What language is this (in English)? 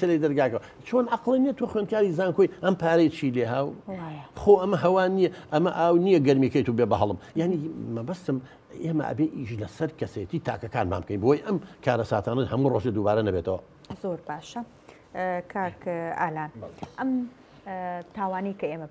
Central Kurdish